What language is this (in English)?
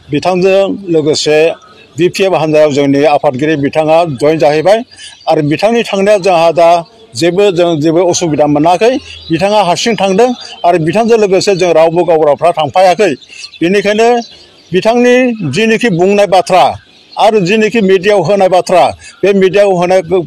Bodo